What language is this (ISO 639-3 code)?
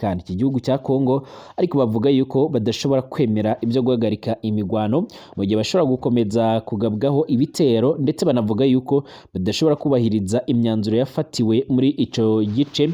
run